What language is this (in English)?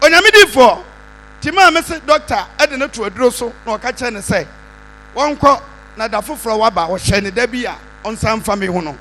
Akan